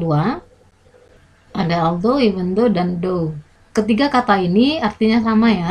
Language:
Indonesian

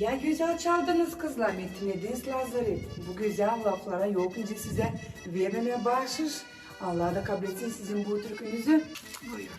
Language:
Gagauz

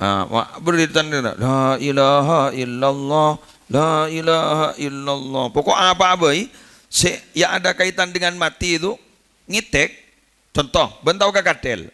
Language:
Madurese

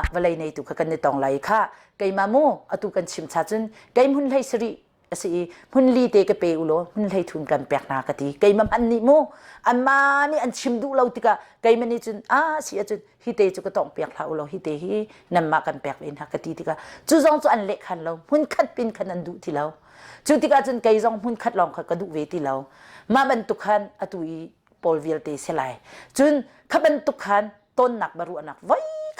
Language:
Hakha Chin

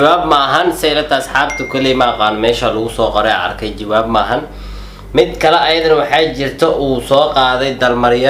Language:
Somali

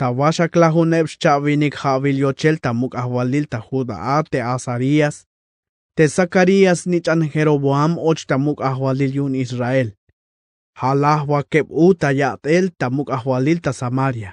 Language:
Tzeltal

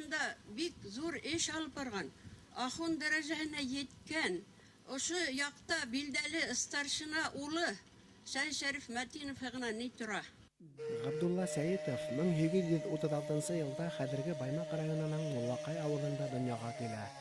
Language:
Bashkir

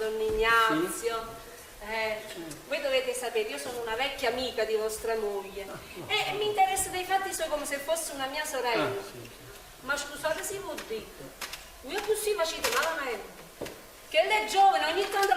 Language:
Neapolitan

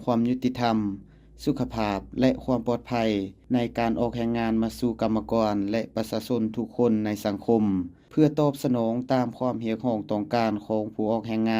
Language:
Lao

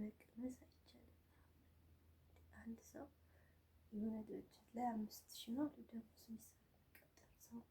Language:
Amharic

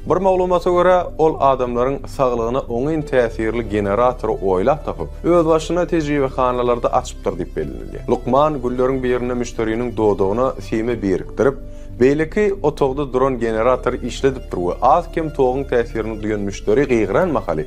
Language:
Turkmen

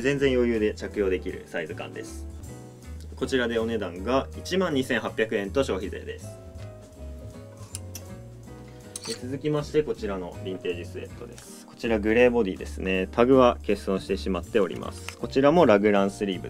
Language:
Japanese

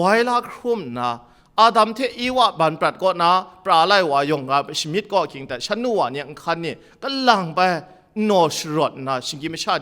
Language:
Kachin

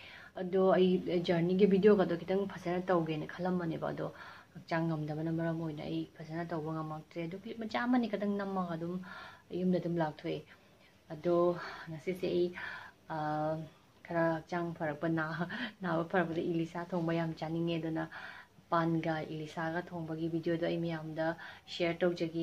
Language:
Manipuri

